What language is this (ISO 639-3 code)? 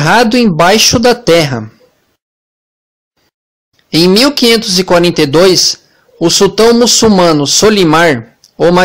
por